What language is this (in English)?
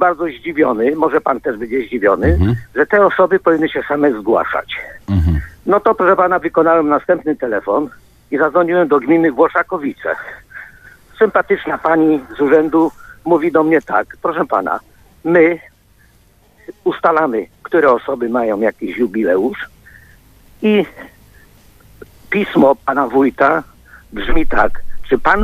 Polish